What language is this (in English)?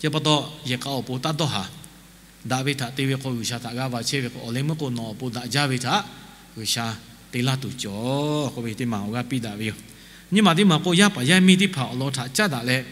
Lahu